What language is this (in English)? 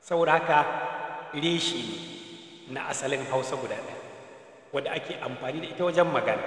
Hausa